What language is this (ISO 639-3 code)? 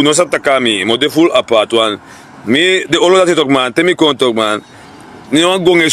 srn